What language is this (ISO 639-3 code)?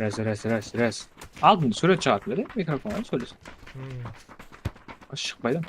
kaa